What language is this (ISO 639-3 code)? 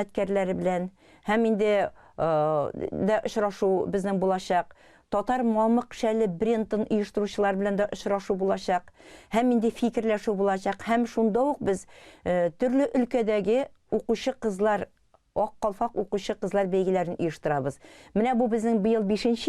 tat